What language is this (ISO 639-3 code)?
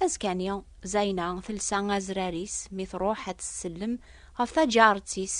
kab